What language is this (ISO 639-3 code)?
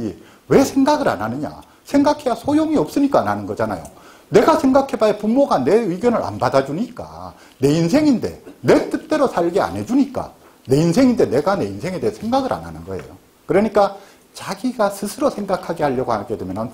kor